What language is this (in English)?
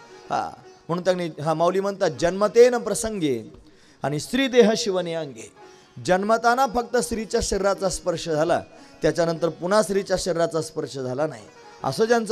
Marathi